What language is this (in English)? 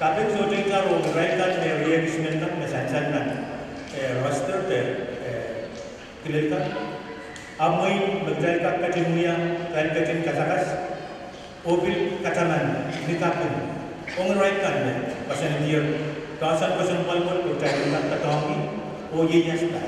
Pohnpeian